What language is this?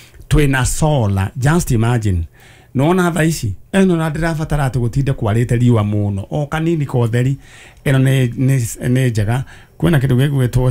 Kikuyu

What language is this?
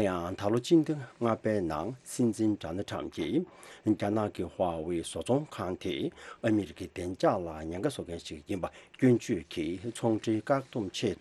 Tibetan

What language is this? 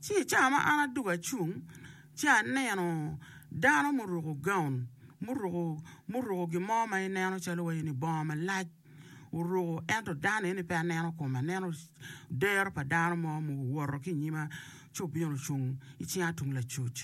Acoli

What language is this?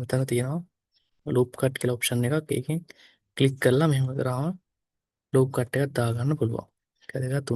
Sinhala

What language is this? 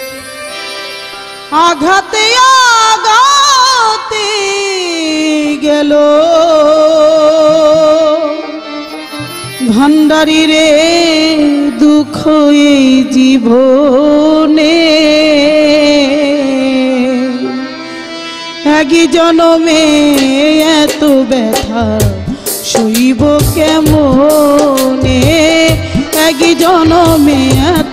Bangla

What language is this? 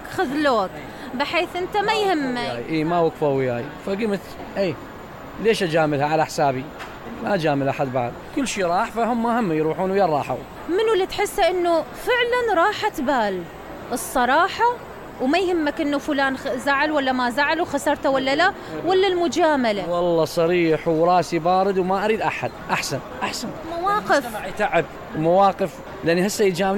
Mesopotamian Arabic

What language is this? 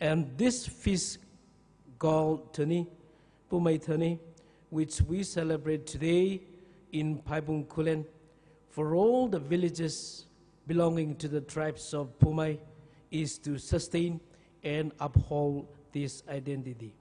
Poumei Naga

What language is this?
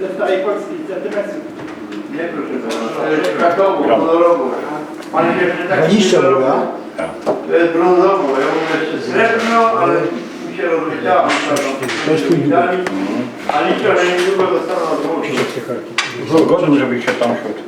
Silesian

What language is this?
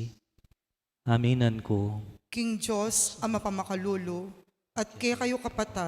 Pampanga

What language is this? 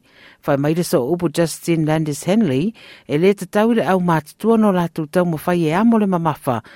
Samoan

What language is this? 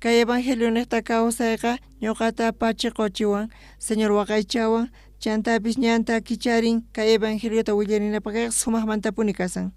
South Bolivian Quechua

